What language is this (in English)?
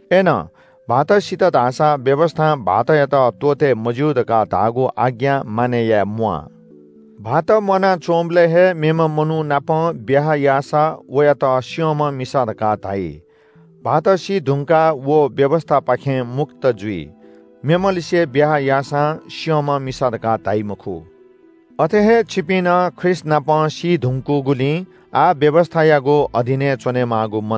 Newari